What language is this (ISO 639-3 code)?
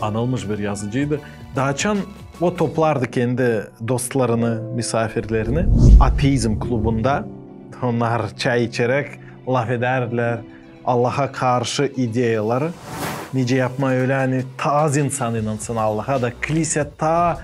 gag